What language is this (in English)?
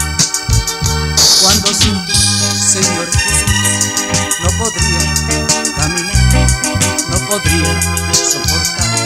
Spanish